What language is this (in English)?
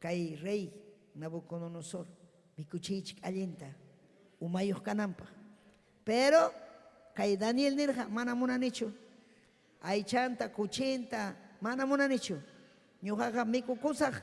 Ayacucho Quechua